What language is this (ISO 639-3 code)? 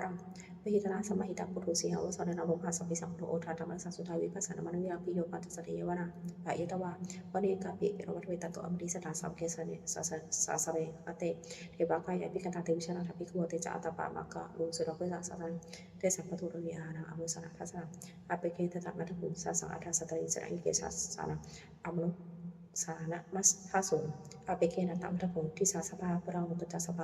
pli